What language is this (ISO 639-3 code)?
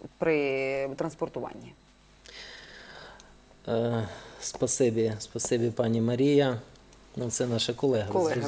ukr